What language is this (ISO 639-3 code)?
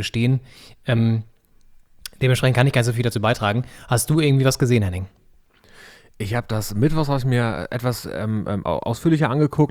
deu